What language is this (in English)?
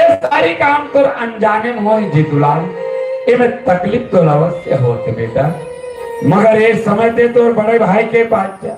Chhattisgarhi